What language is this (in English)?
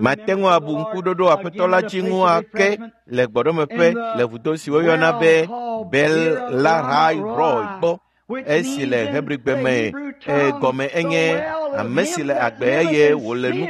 Ewe